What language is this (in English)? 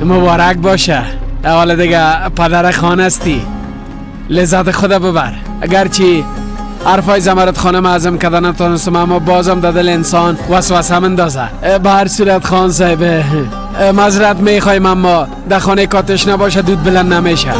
Persian